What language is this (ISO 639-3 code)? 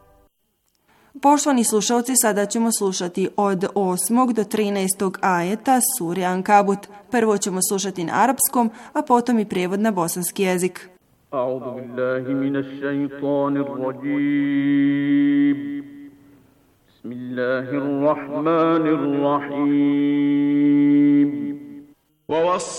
bos